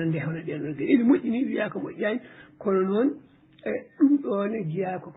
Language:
Fula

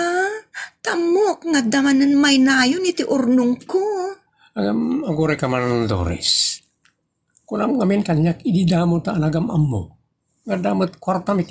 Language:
Iloko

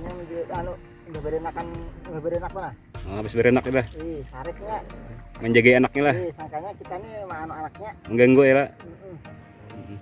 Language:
Banjar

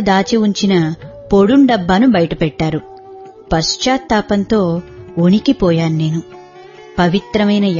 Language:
Telugu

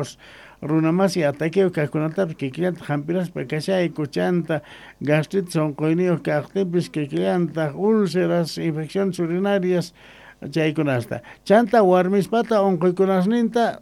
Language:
Quechua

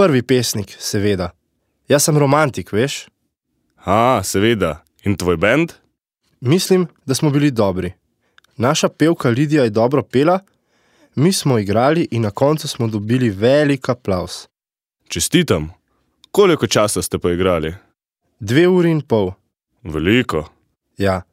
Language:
Slovenian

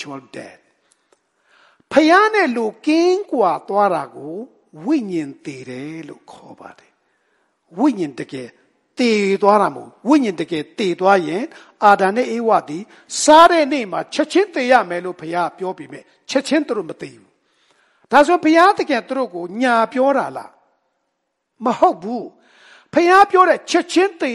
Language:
Burmese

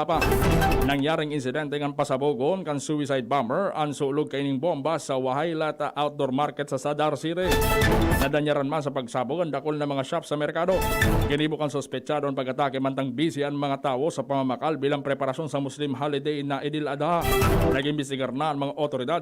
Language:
Bikol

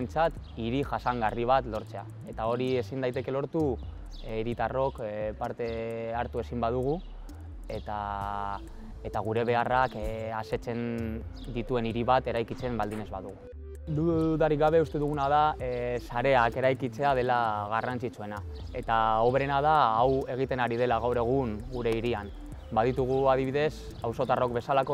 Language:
Basque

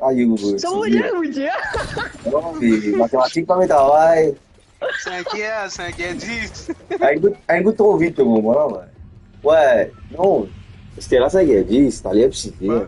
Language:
Morisyen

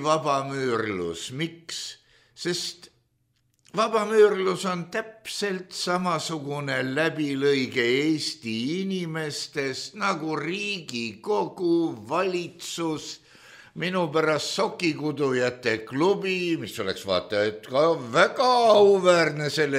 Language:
Estonian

